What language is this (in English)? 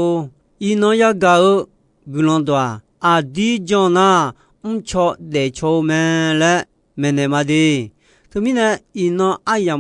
Akha